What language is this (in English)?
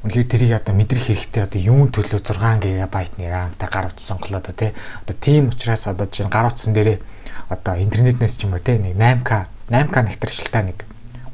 Mongolian